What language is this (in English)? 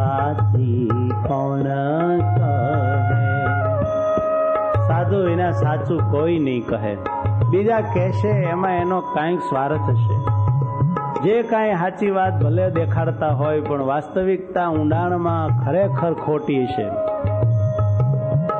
Gujarati